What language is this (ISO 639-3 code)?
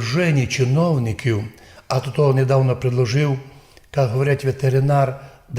rue